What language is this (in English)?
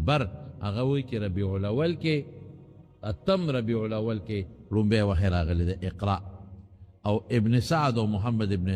Pashto